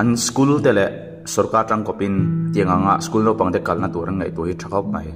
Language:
Mizo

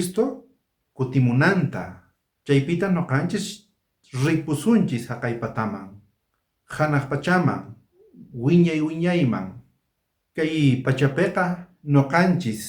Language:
South Bolivian Quechua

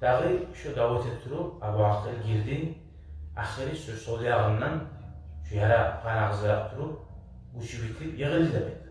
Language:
Kumyk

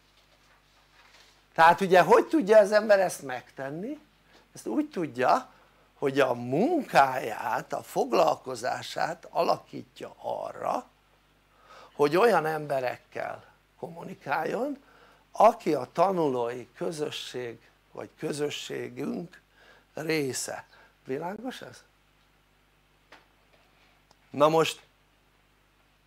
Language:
Hungarian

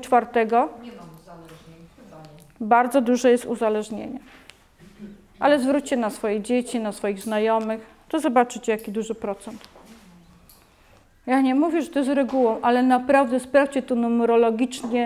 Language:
Polish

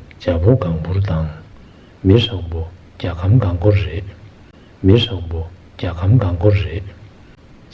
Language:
Tibetan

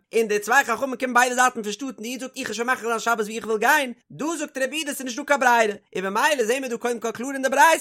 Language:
Yiddish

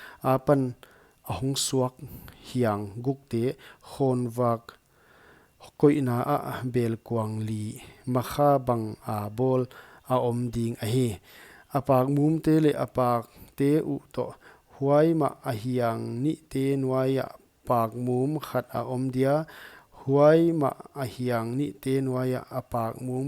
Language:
Paite Chin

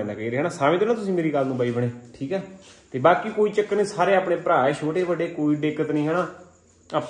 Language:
Punjabi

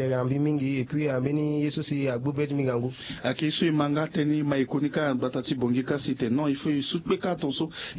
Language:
Sango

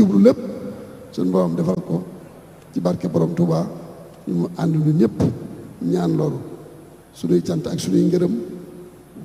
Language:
Wolof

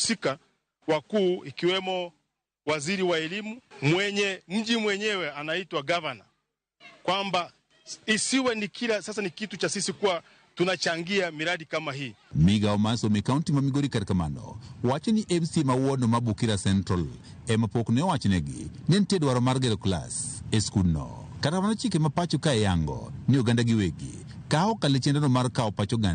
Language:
Luo (Kenya and Tanzania)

